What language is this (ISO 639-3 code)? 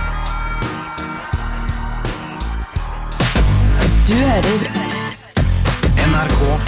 nor